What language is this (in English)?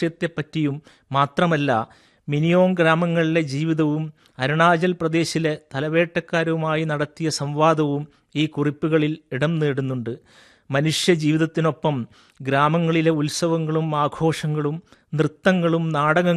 Malayalam